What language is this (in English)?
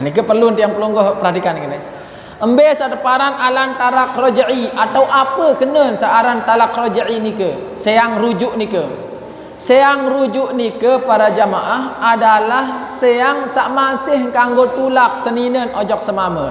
Sasak